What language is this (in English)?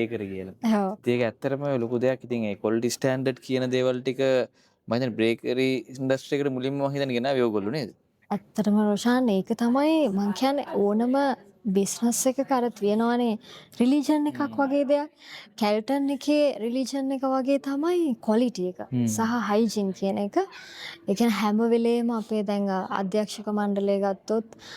Sinhala